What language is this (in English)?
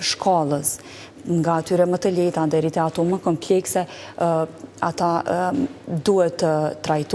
Albanian